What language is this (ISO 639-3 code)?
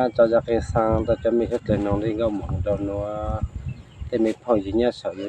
hmn